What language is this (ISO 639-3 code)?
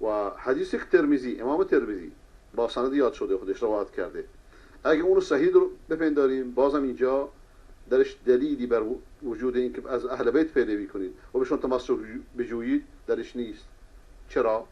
fas